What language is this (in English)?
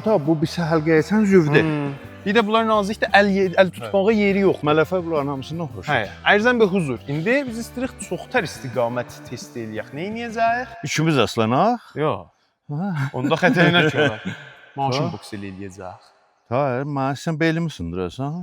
South Azerbaijani